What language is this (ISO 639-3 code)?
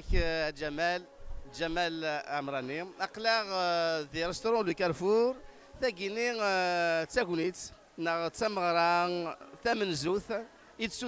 kab